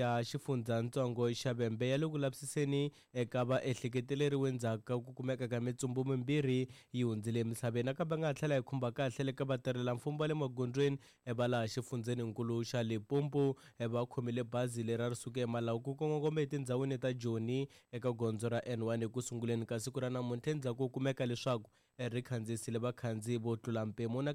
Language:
Tsonga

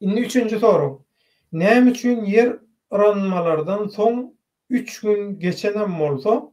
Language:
Turkmen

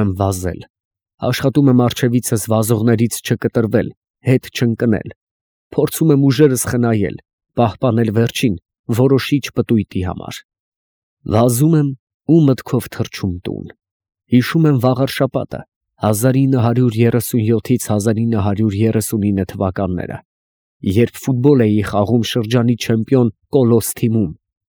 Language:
Armenian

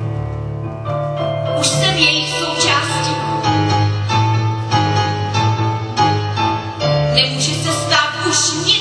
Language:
Czech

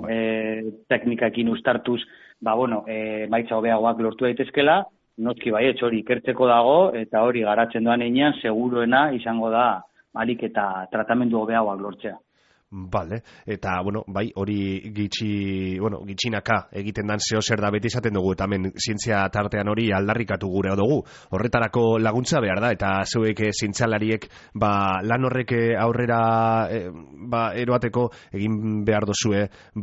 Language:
Basque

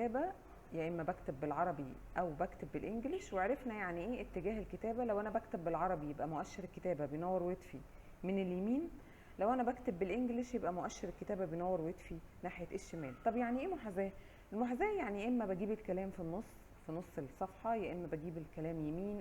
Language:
Egyptian Arabic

